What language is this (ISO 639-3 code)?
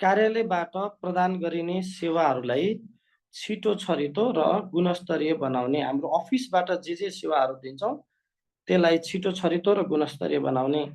nep